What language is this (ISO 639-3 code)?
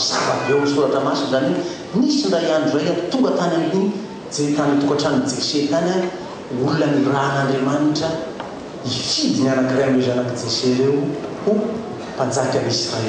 mlg